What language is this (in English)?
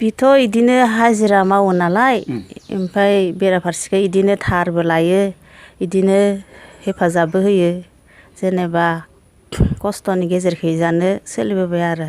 Bodo